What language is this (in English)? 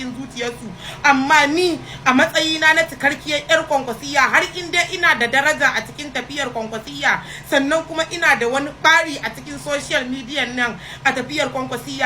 Hausa